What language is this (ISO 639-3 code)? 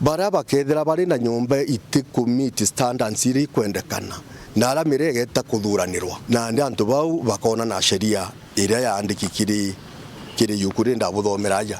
mer